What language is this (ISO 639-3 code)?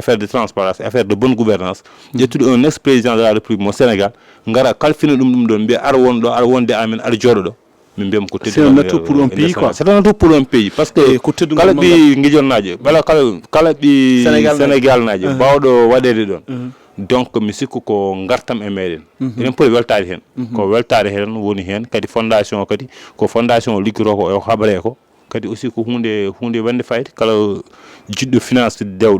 ful